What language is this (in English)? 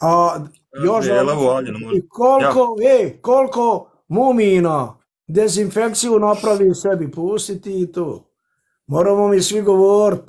Bosnian